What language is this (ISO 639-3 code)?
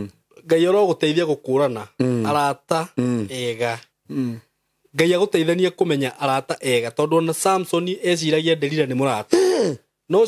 kik